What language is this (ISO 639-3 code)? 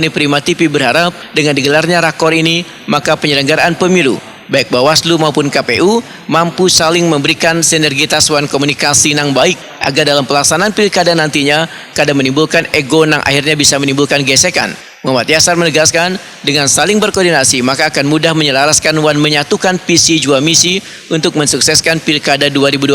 bjn